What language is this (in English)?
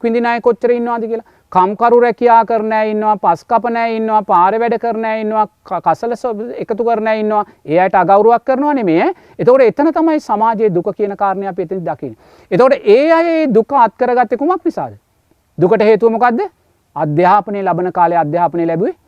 Sinhala